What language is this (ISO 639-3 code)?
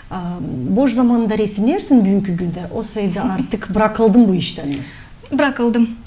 gag